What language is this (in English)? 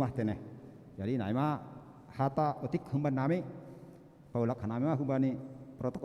Batak Simalungun